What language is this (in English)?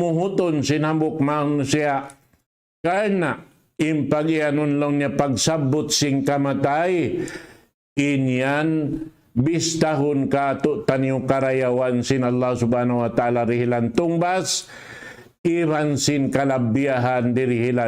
Tausug